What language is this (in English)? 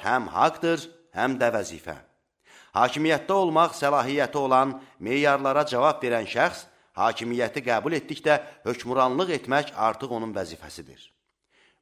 Azerbaijani